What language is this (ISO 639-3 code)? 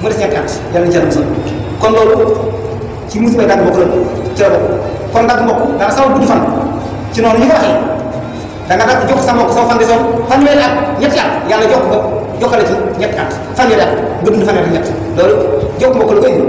wol